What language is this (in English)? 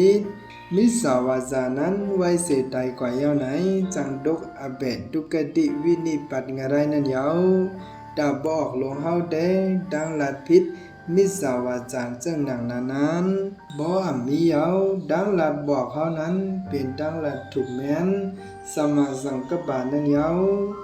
Shan